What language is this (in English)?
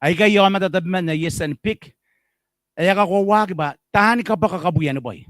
Gilbertese